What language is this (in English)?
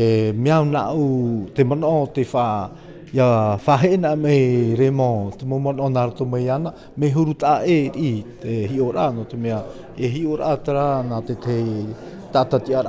Tahitian